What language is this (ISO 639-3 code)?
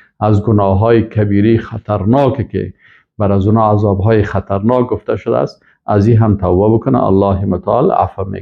fas